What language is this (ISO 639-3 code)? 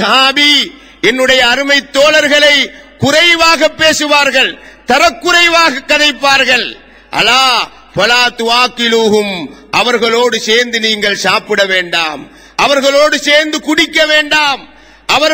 tam